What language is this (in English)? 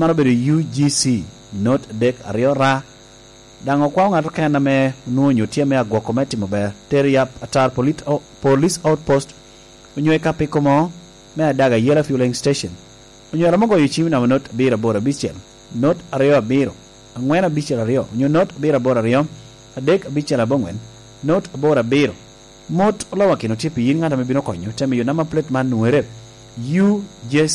Lango (Uganda)